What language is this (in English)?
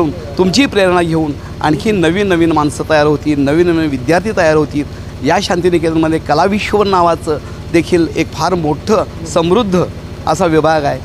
Marathi